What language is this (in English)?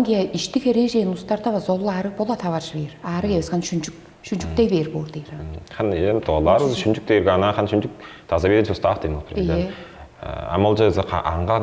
Tuvinian